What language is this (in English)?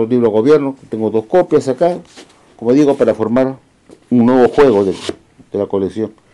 Spanish